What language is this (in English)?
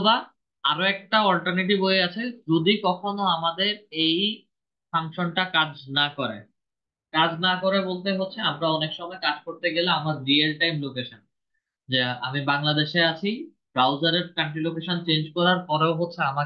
Bangla